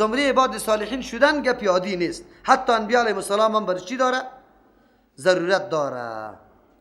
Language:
Persian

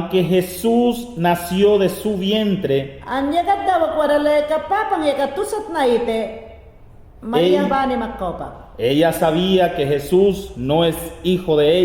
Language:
Mayangna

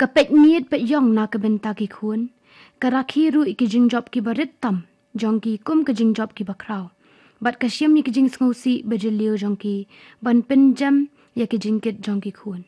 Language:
Khasi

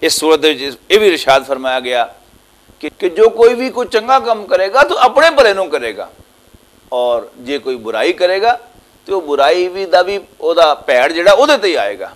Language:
Western Panjabi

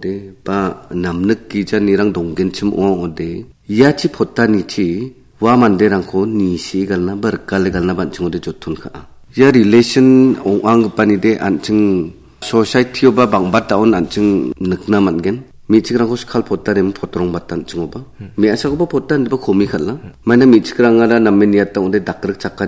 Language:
Garo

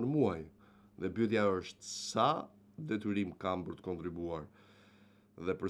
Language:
Albanian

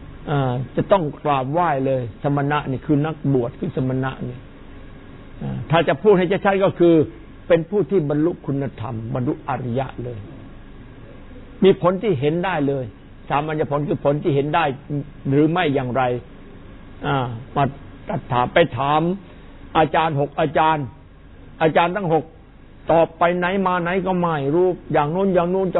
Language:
Thai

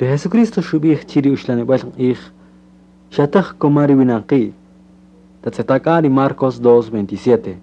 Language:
Kaqchikel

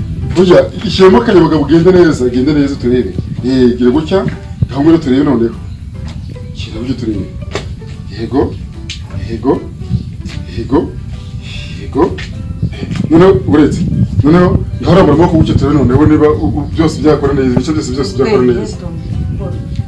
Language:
Kinyarwanda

